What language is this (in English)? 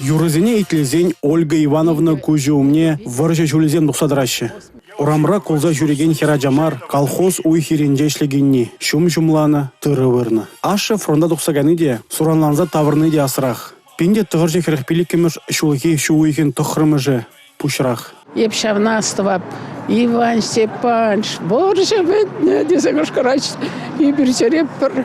Chuvash